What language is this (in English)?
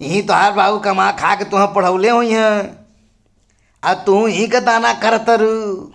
Bhojpuri